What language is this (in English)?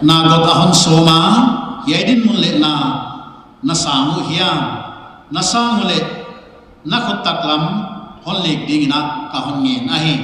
Paite Chin